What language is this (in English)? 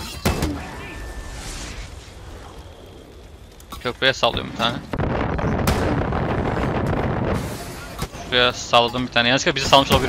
Turkish